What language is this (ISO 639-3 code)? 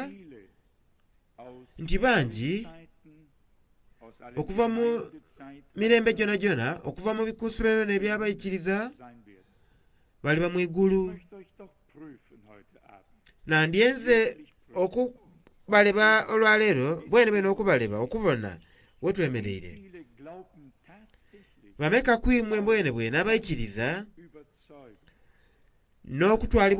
xog